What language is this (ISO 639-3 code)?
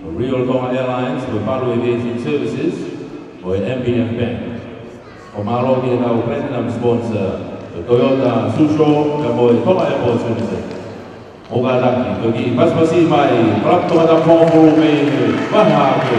ton